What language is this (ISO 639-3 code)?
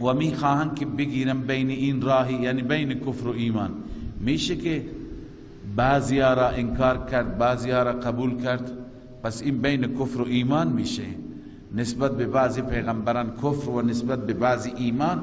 fas